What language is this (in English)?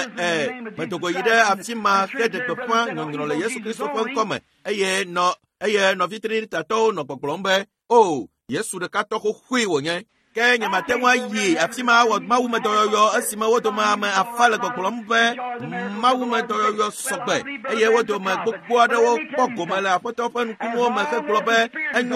Ewe